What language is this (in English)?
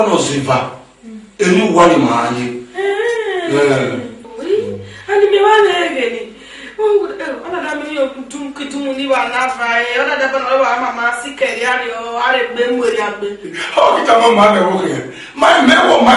Esan